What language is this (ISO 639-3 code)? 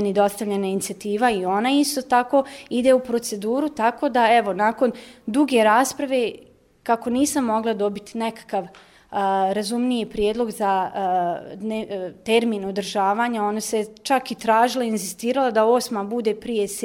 hrv